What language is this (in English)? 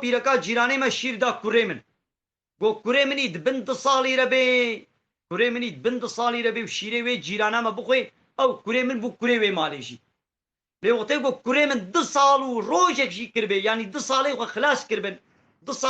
Kurdish